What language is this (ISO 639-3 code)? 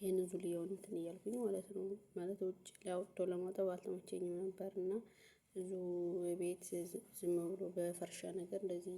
amh